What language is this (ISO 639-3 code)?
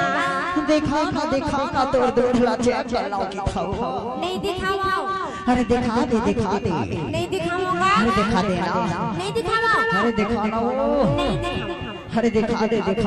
hne